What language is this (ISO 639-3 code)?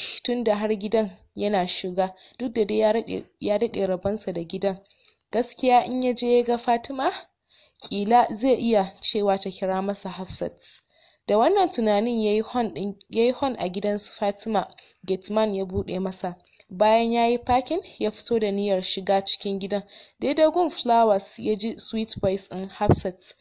hau